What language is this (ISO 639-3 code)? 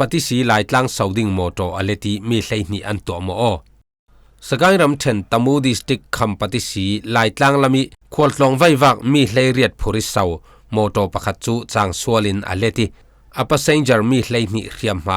cfm